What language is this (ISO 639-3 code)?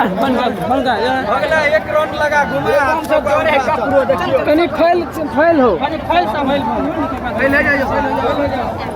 mai